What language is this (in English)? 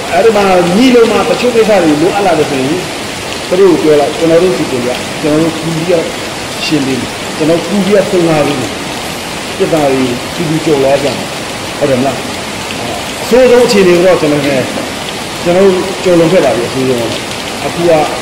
Burmese